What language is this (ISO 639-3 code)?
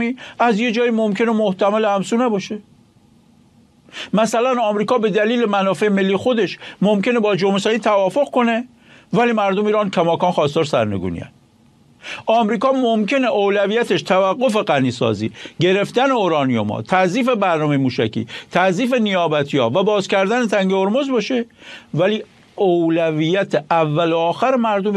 fas